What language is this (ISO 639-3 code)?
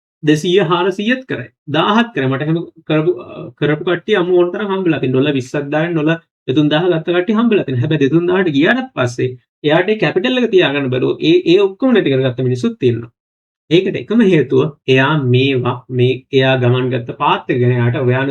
sin